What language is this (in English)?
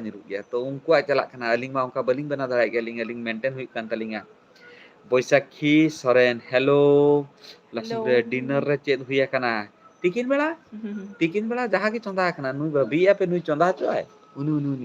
Santali